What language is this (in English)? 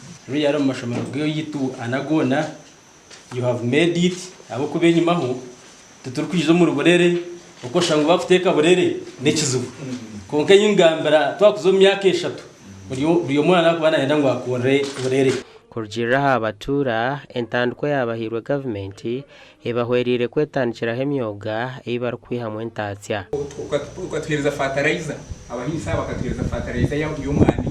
Nyankole